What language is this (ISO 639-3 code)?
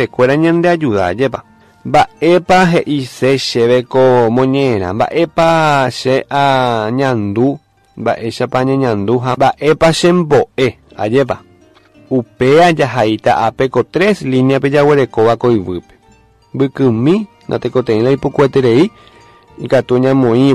grn